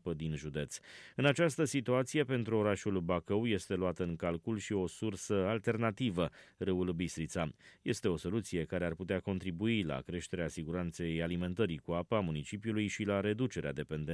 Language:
Romanian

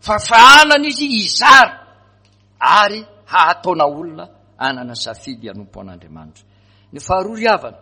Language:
Malagasy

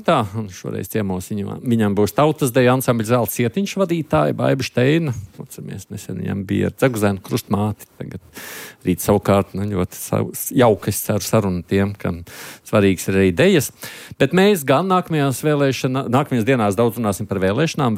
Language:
Latvian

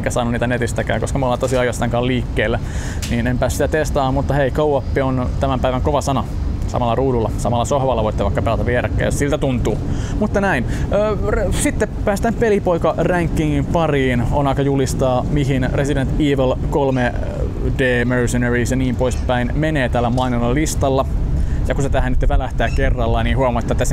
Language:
Finnish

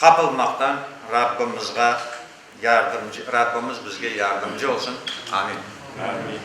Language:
Crimean Tatar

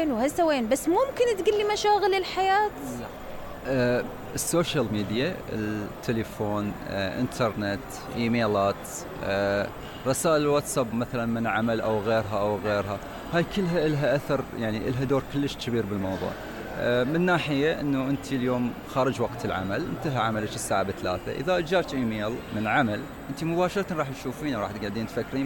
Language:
Mesopotamian Arabic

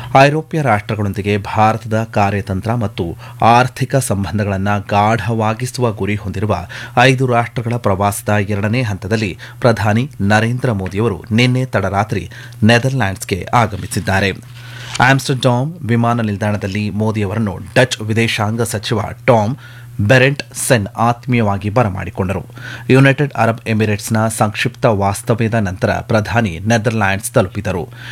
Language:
Kannada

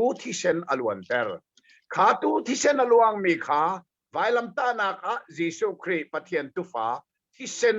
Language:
Hakha Chin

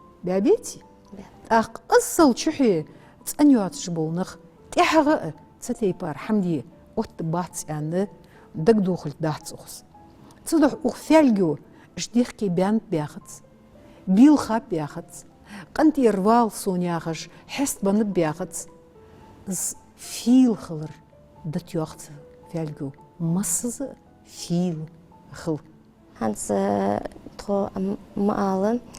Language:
Ingush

